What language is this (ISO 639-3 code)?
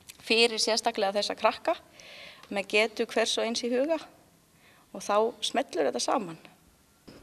isl